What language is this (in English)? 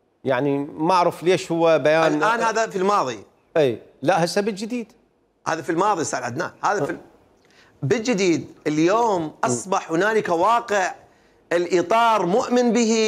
Mesopotamian Arabic